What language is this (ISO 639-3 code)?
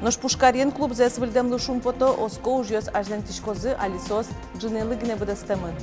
udm